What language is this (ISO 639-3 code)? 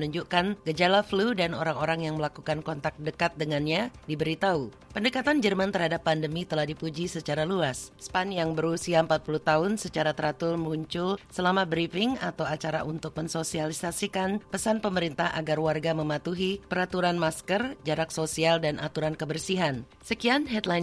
ind